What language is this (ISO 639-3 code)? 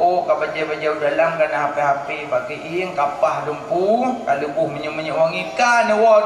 ace